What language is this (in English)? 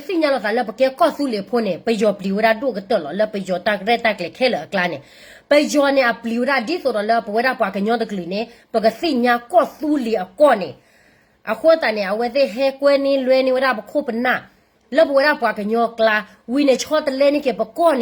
S'gaw Karen